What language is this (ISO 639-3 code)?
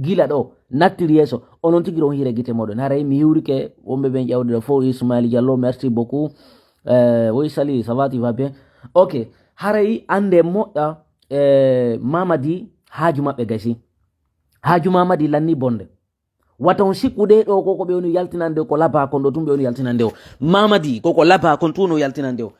ful